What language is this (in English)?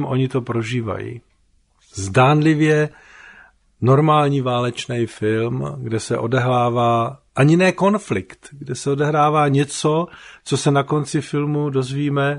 Czech